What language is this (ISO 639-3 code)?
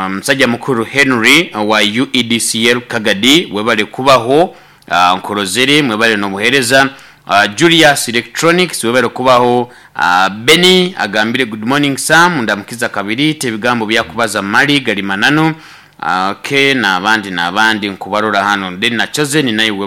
nyo